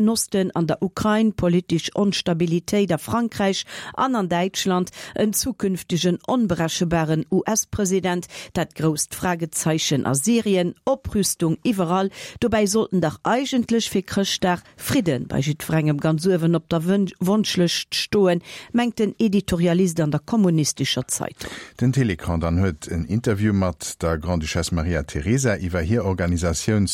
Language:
Luxembourgish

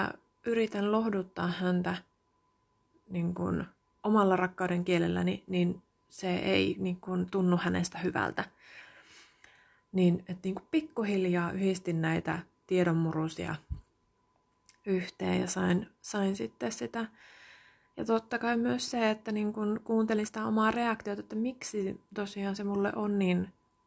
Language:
Finnish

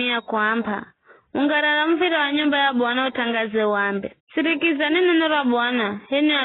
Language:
Giryama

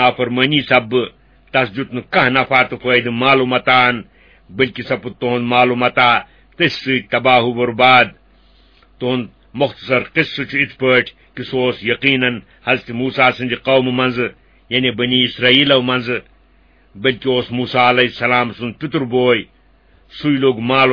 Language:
Kashmiri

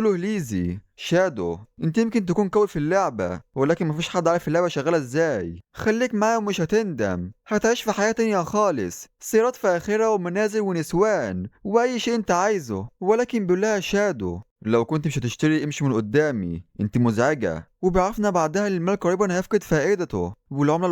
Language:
Egyptian Arabic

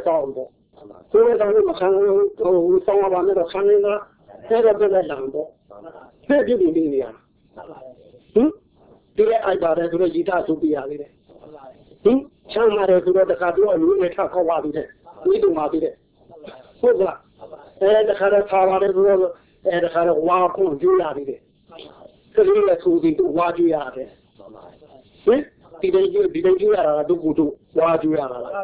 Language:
Burmese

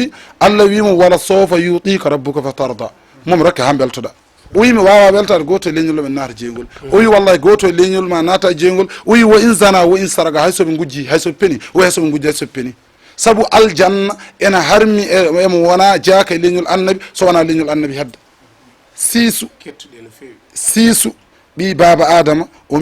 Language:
Fula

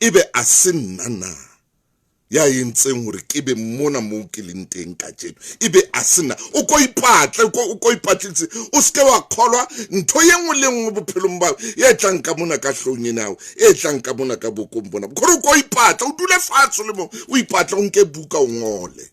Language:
Southern Sotho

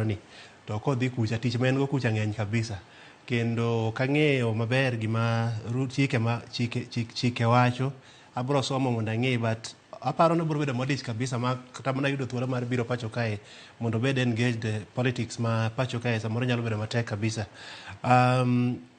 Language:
Luo (Kenya and Tanzania)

